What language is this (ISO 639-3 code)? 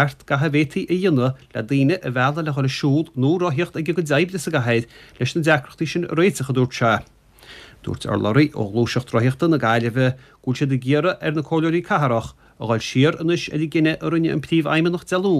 gle